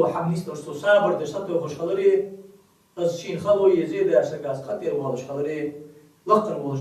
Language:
Ingush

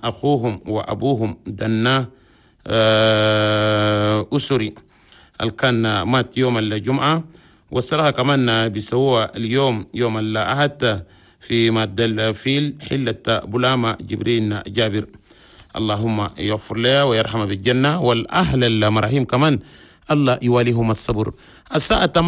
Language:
Chadian Arabic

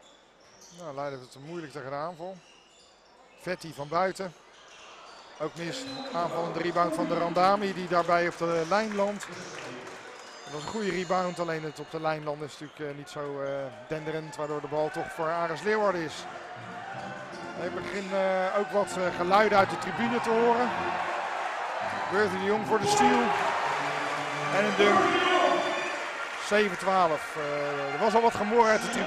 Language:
Dutch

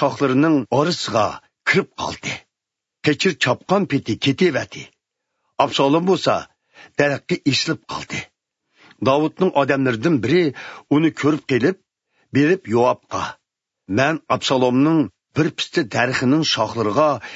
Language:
Uyghur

